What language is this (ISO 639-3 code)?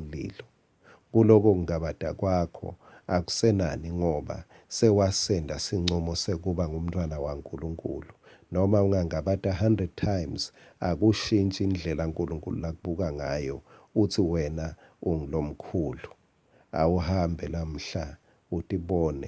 ssw